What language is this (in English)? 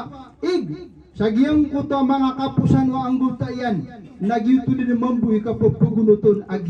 Maranao